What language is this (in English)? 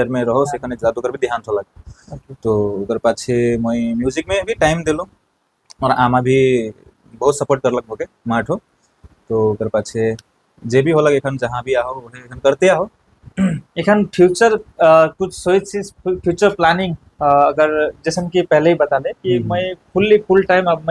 Sadri